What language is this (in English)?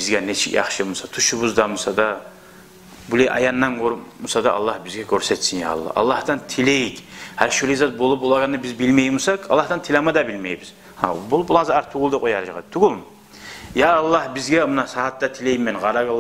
Kumyk